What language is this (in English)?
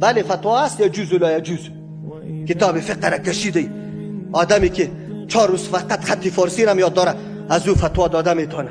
Persian